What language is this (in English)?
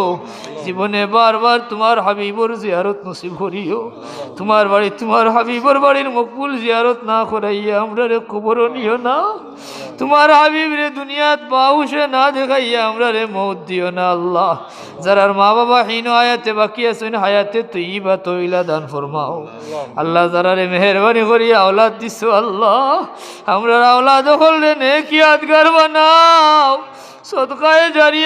Sylheti